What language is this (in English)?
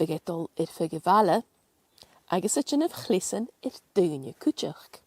Scottish Gaelic